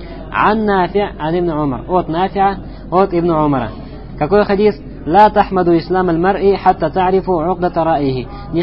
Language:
Russian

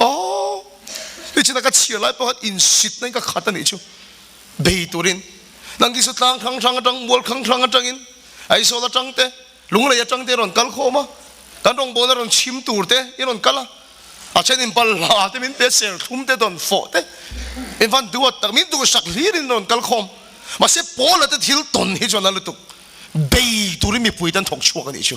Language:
Mizo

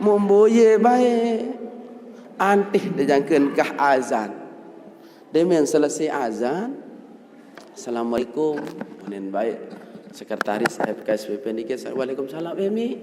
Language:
Sasak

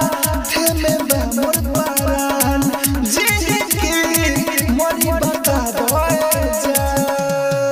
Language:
Bhojpuri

